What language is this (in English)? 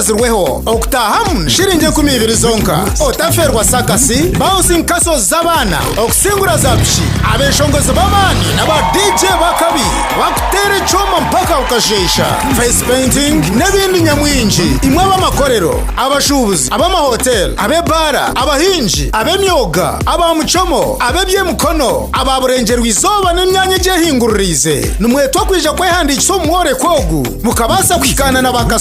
Nyankole